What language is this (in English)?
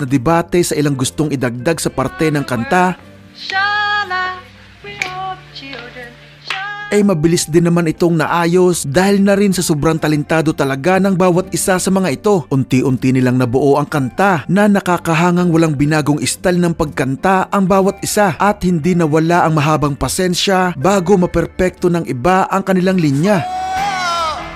Filipino